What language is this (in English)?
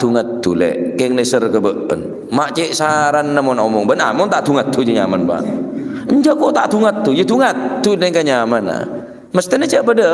Madurese